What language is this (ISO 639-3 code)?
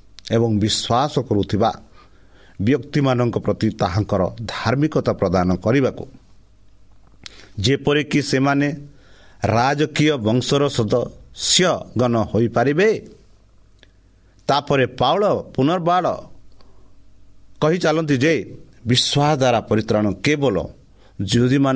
ori